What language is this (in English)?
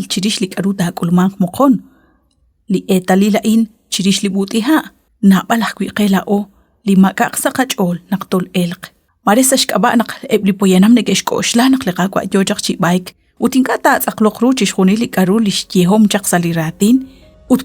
Kekchí